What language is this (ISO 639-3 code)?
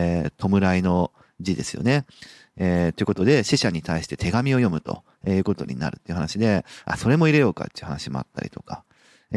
jpn